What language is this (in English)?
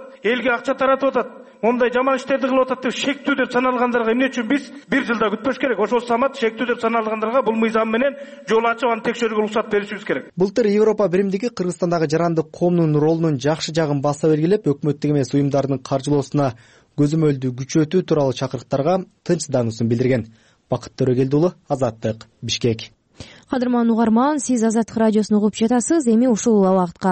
Kyrgyz